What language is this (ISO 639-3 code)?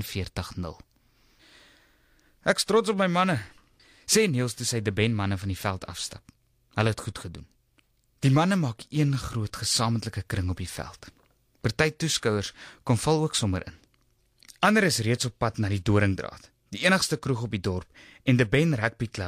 afr